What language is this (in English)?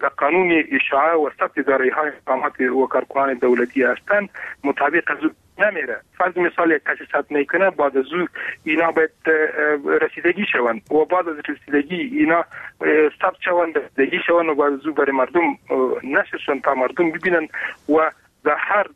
Persian